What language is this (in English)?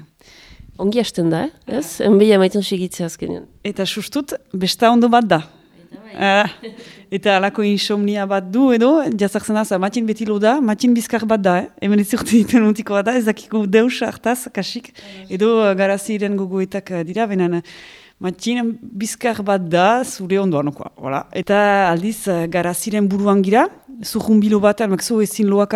Basque